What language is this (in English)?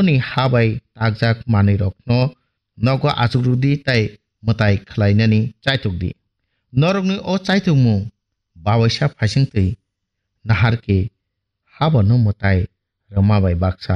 Kok Borok